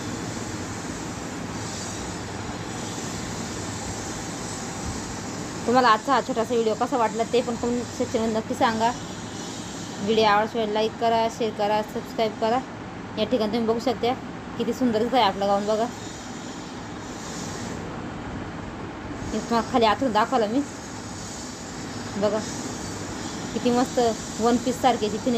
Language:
Marathi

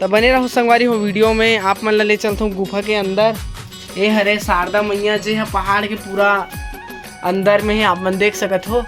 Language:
Chhattisgarhi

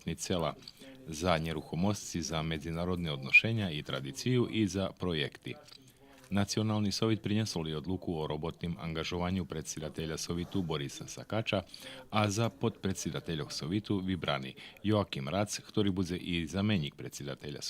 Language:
Rusyn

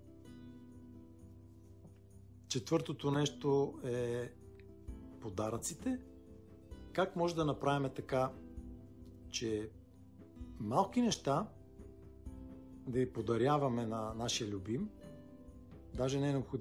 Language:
Bulgarian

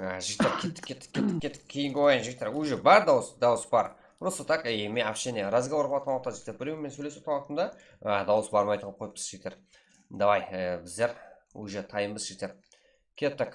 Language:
Kara-Kalpak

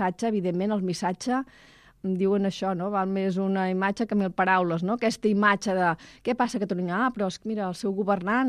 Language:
Catalan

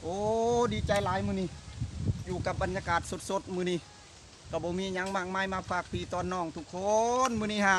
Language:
Northeastern Thai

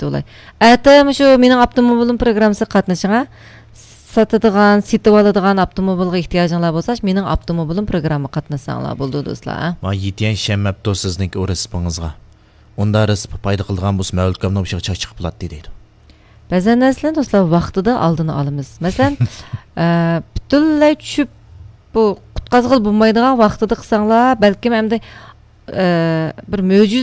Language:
Uyghur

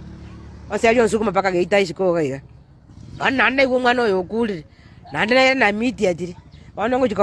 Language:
Gusii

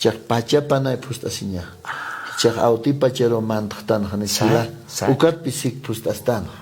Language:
Aymara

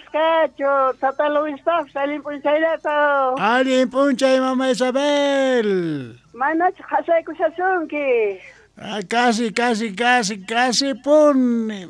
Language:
South Bolivian Quechua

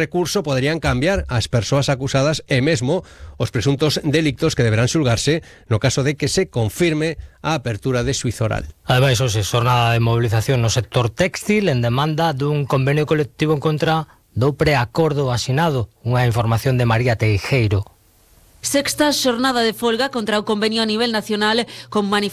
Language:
Galician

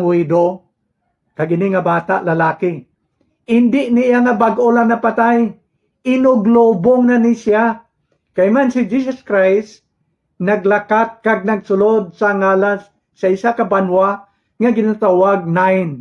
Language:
Hiligaynon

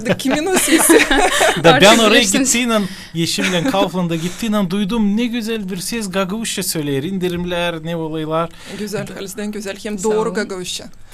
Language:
Gagauz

